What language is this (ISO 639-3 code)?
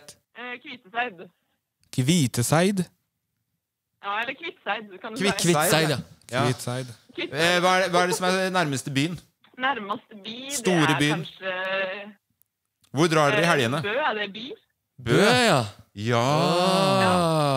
nor